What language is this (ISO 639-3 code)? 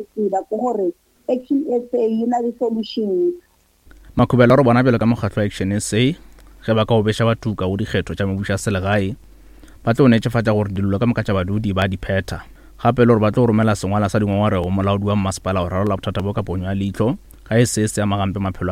nso